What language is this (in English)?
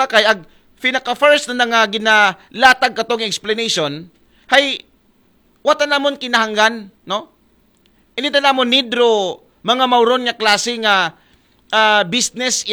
Aklanon